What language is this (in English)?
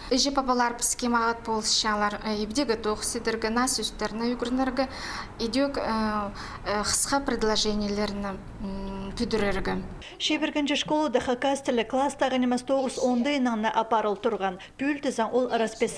Khakas